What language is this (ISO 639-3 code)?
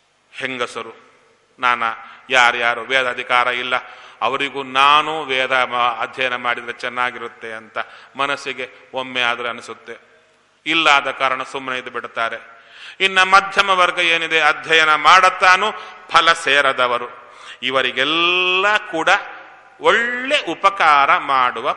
kan